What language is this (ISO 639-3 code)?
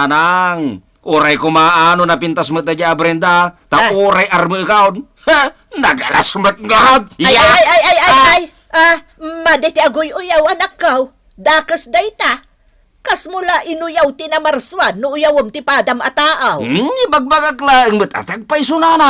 ilo